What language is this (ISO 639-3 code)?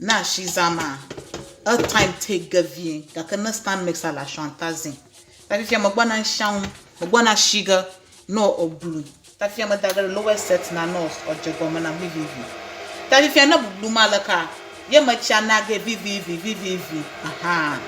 ewe